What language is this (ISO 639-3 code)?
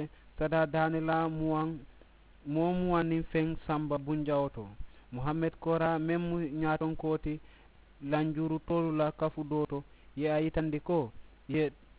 man